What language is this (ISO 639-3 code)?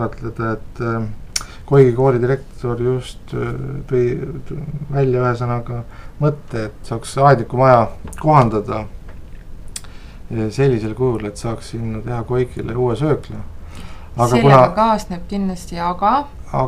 est